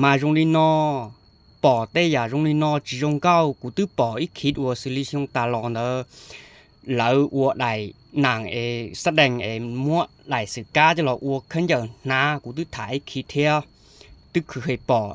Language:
Hmong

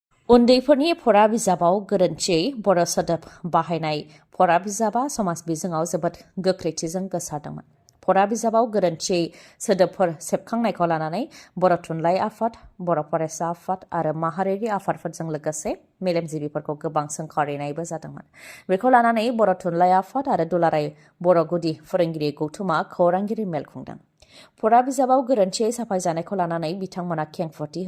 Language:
Bodo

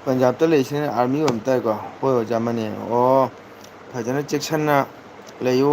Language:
Manipuri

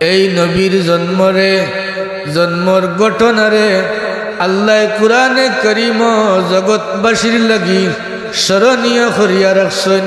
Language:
Sylheti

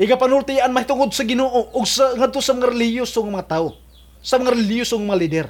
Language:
Cebuano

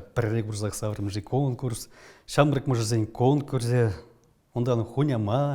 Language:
Chuvash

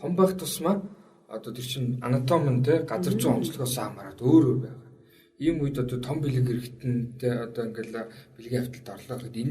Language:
Mongolian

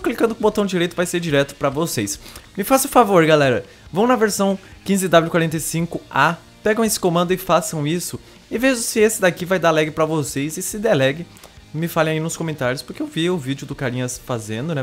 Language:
Portuguese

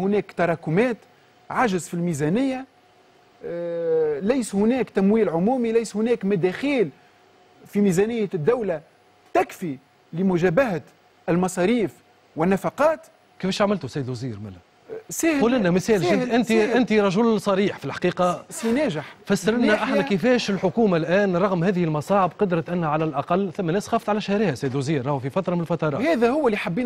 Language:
Tunisian Arabic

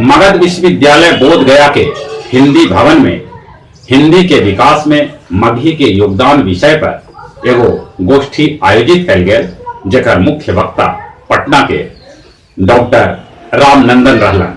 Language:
Magahi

